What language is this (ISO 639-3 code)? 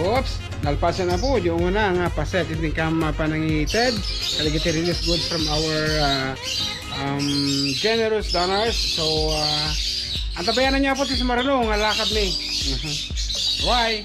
ilo